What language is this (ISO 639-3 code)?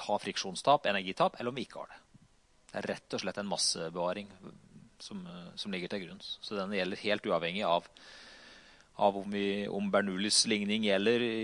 nor